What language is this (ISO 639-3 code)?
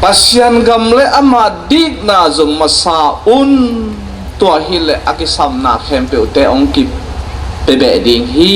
ctd